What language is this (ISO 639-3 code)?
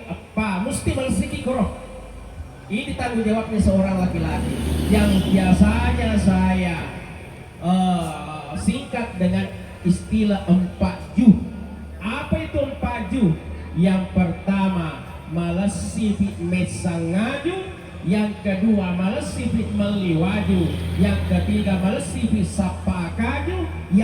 bug